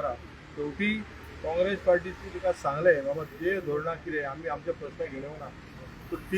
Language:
Konkani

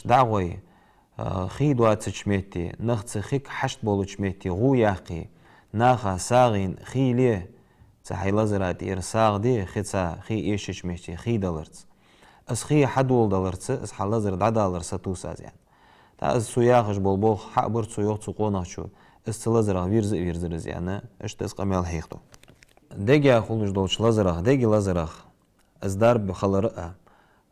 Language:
Ingush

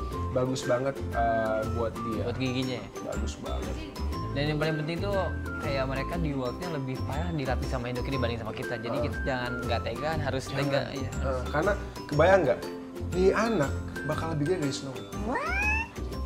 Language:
Indonesian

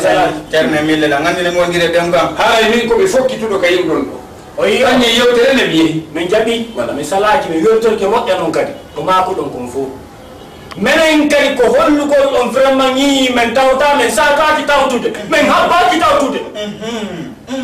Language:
Fula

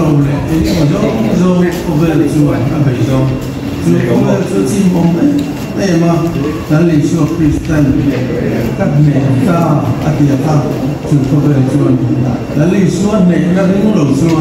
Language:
Mizo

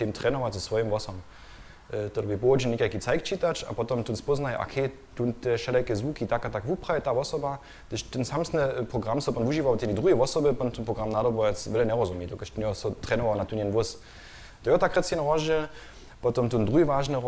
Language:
Upper Sorbian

